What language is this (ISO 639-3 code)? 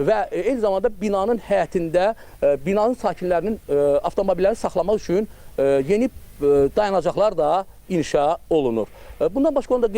aze